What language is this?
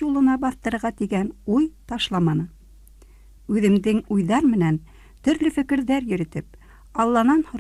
Bashkir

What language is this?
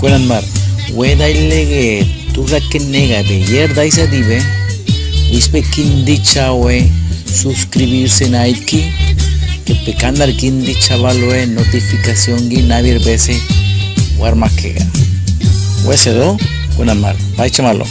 San Blas Kuna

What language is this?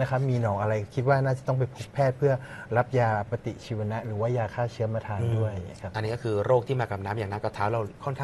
Thai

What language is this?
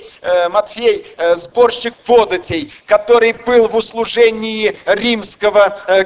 Russian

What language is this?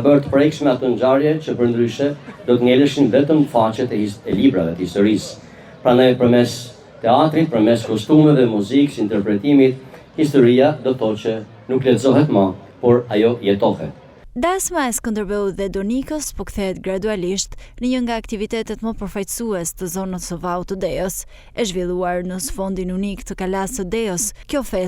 Albanian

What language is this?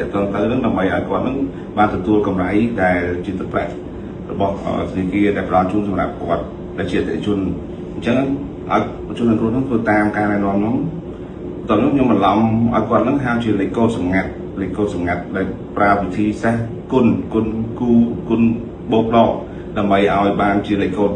Khmer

